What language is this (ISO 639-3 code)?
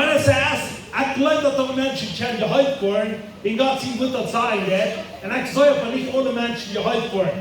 pdt